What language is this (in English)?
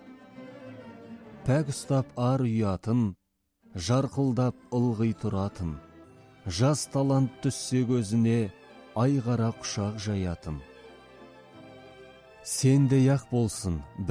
Kazakh